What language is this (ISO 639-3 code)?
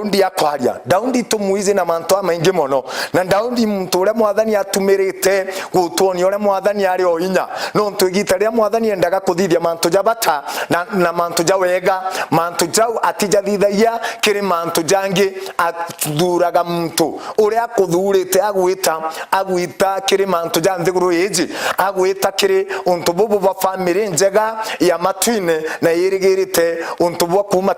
mer